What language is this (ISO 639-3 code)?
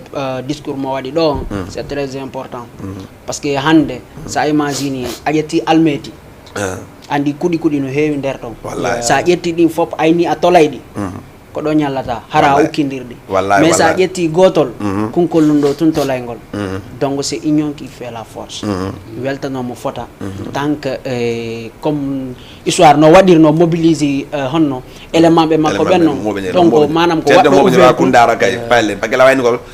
ful